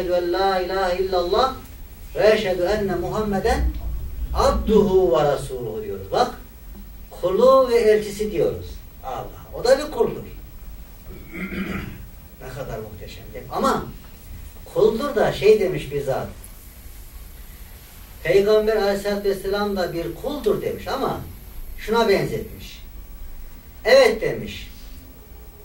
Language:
Turkish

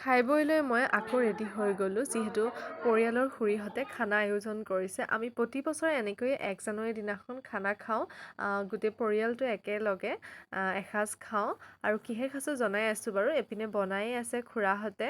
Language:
Assamese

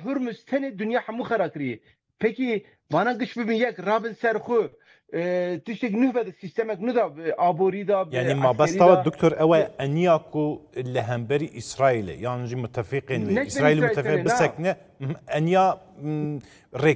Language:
Kurdish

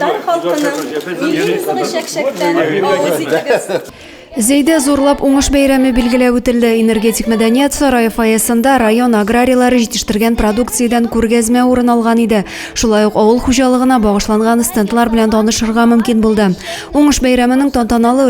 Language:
Tatar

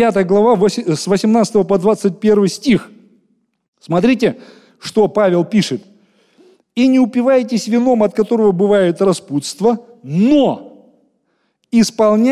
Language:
Russian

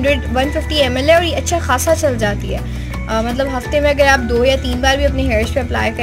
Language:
Hindi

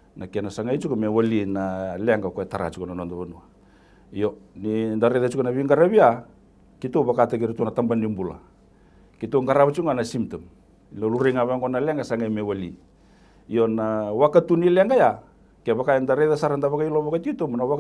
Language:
Fijian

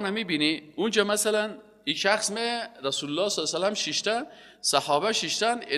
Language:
Persian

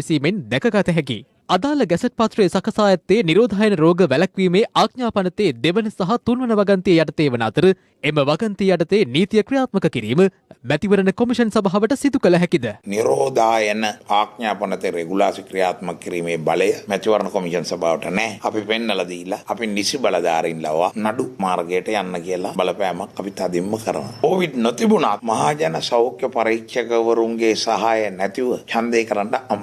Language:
Sinhala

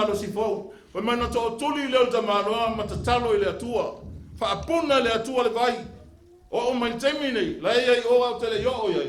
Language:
Samoan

